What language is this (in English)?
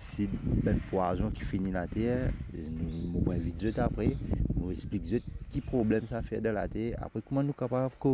Morisyen